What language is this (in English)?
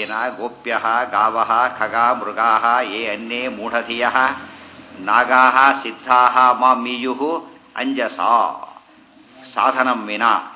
Kannada